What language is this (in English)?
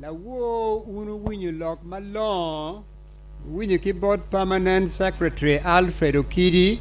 Acoli